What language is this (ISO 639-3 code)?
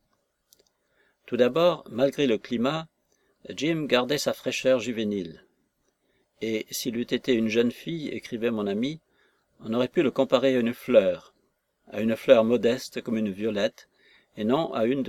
fra